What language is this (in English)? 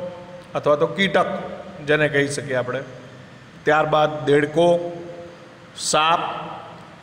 Gujarati